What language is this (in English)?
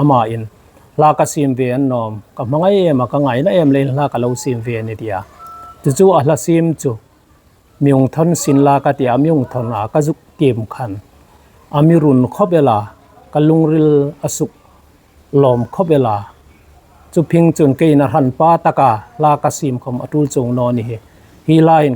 Hmar